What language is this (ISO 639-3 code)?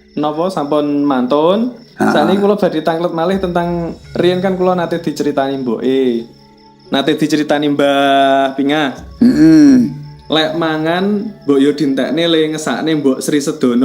jav